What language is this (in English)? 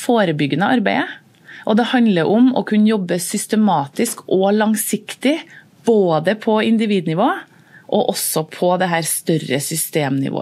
Norwegian